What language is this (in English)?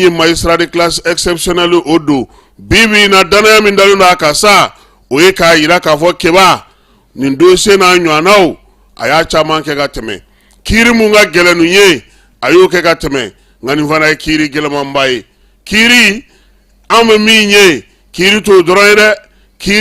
Bambara